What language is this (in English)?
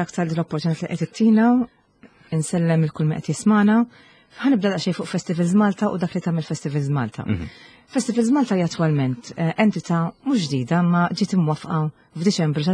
Maltese